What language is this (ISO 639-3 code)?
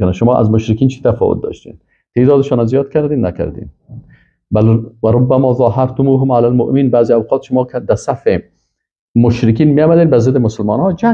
fas